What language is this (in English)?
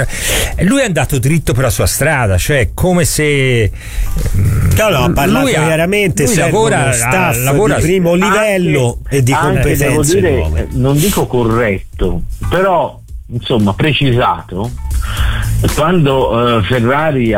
Italian